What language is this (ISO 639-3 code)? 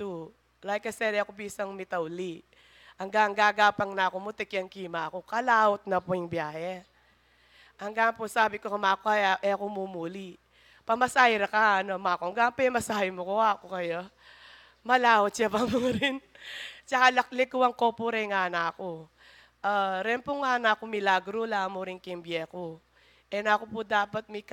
pam